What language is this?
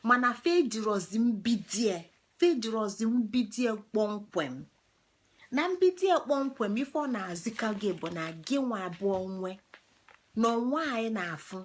Igbo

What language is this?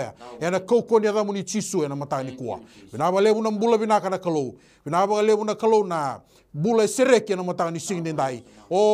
Fijian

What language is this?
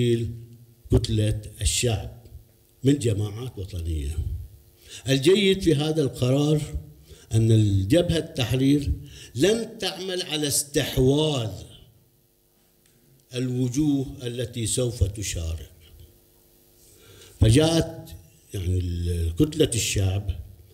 Arabic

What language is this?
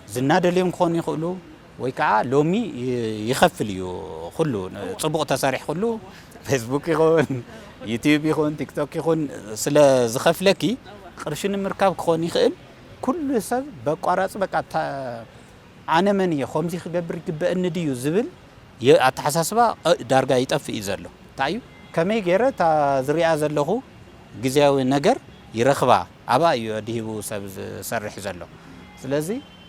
Tigrinya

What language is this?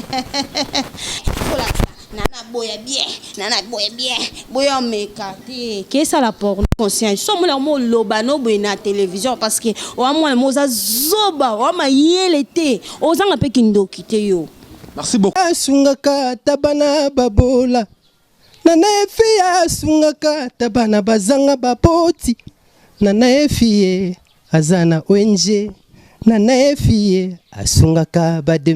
Lingala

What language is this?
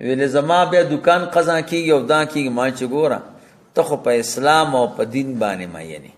Pashto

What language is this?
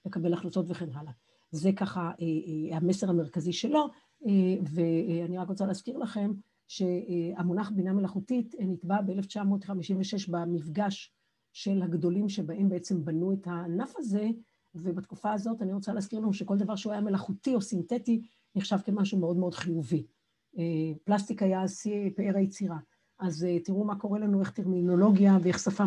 Hebrew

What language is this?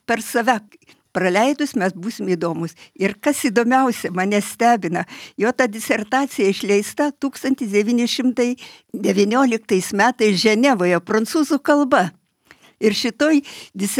Lithuanian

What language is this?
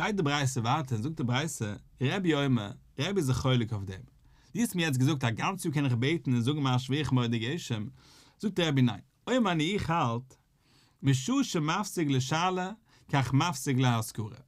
Yiddish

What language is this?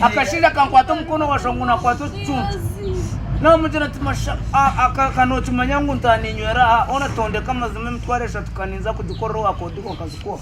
Nyankole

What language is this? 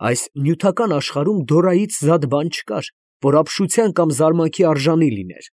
Armenian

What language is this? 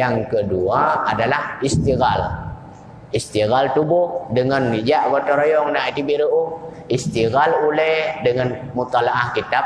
Achinese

